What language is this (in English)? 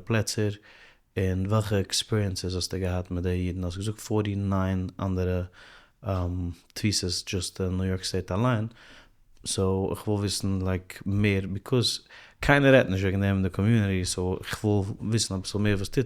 Yiddish